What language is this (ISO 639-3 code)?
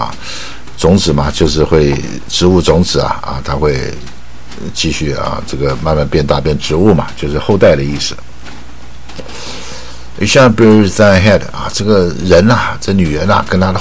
zho